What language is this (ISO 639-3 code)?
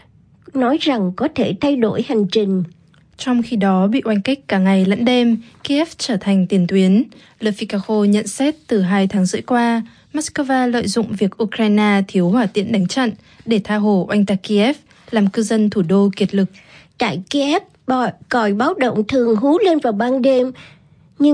vie